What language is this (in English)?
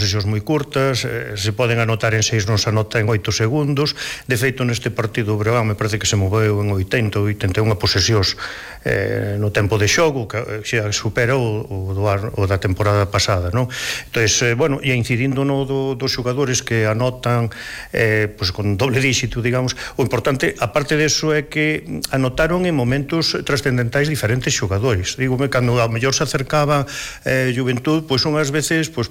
Galician